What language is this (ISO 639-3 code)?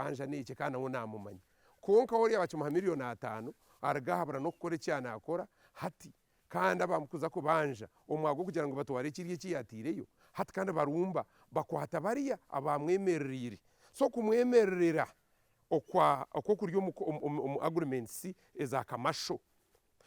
nyn